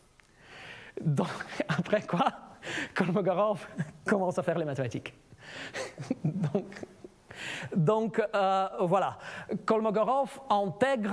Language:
French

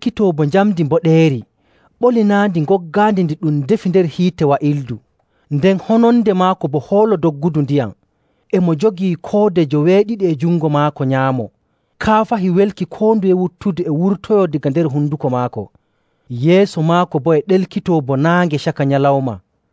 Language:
Nigerian Fulfulde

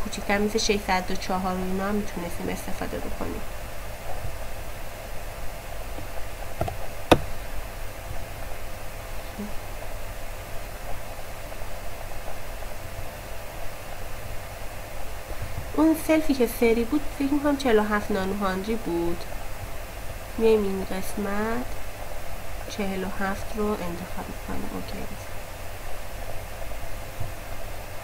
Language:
Persian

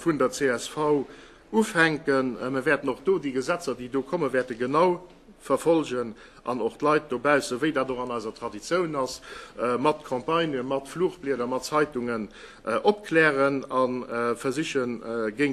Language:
Luxembourgish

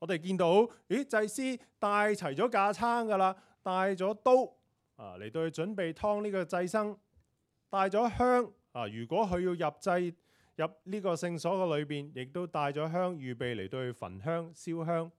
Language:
Cantonese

